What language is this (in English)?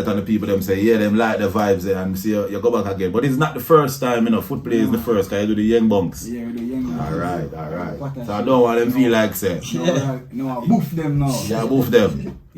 Jamaican Creole English